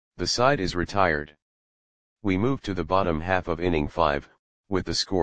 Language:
English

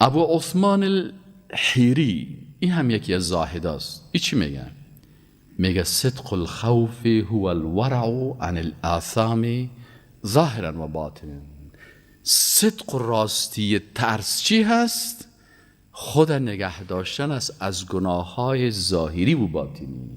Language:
Persian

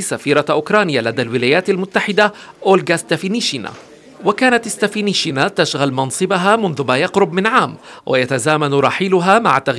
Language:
Arabic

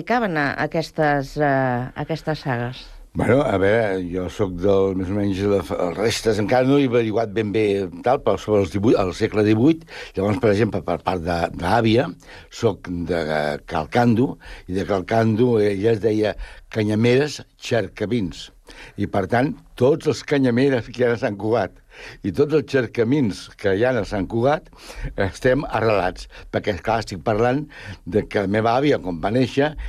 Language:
Catalan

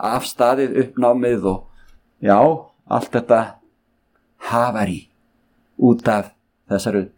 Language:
Icelandic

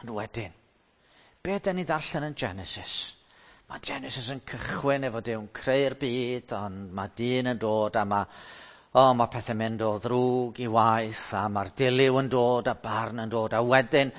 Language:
Welsh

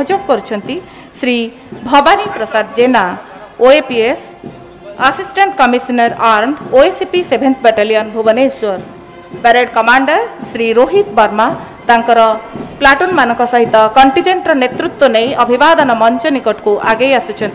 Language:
Odia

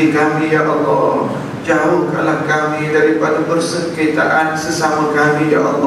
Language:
Malay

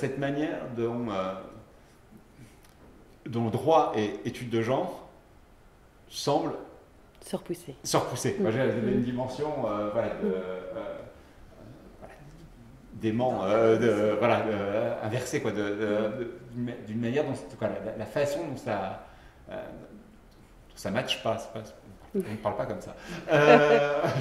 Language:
French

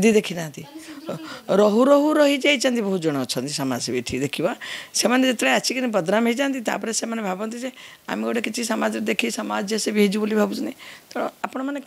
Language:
Odia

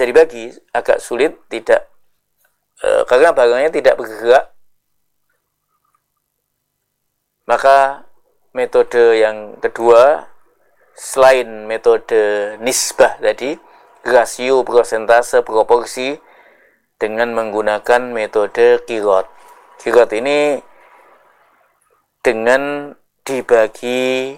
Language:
Indonesian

